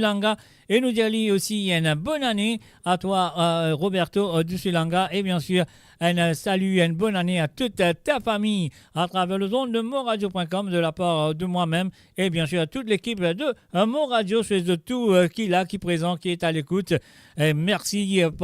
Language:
Morisyen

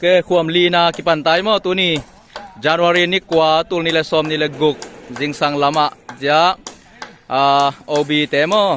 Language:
Tedim Chin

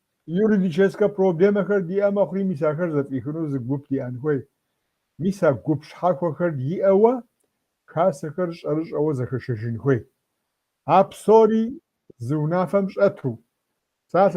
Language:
Kabardian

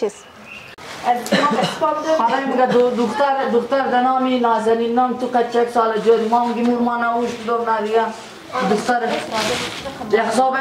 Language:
Persian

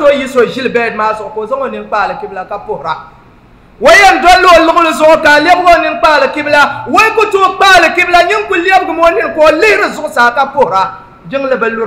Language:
Dagbani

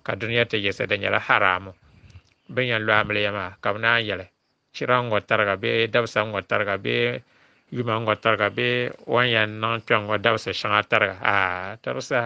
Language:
Dagbani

